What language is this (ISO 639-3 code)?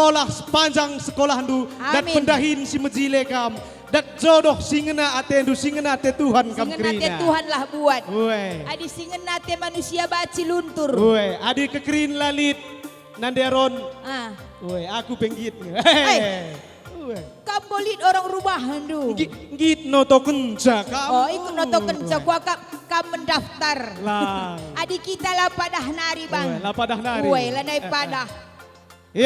btx